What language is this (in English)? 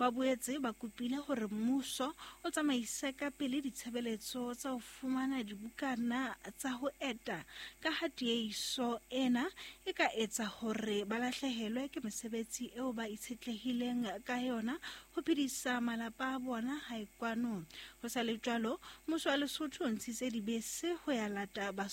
Southern Sotho